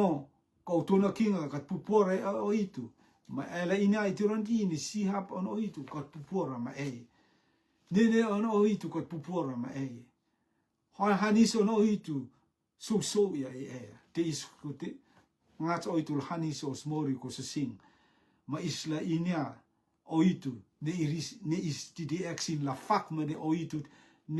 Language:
Rotuman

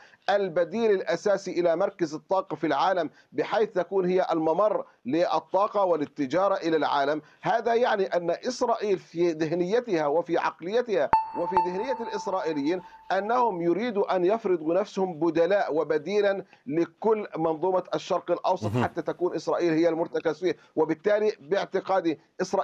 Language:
Arabic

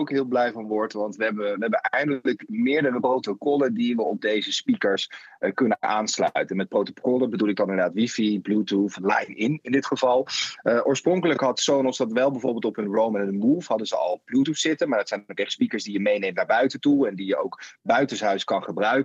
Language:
Dutch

